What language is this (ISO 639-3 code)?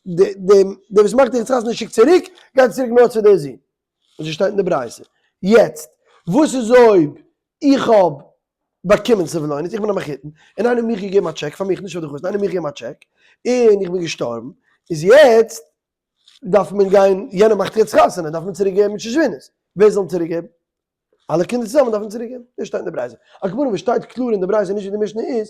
yid